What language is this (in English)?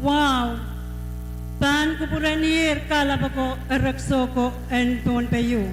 Pohnpeian